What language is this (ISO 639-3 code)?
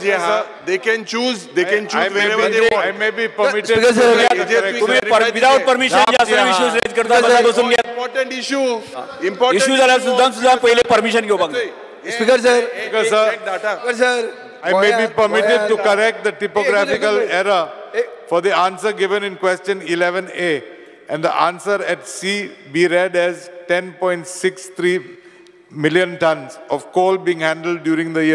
kok